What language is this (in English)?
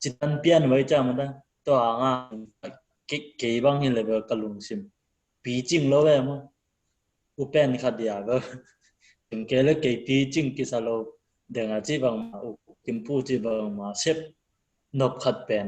Tedim Chin